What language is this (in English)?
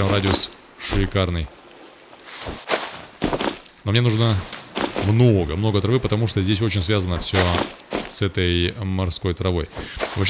Russian